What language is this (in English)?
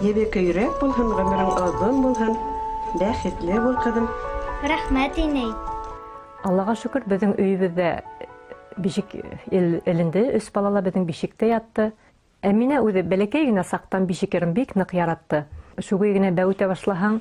Bashkir